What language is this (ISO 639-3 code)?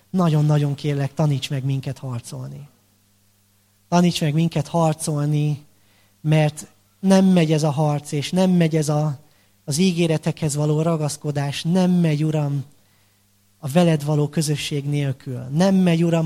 hun